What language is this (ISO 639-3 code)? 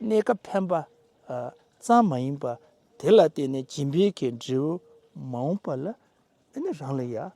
bod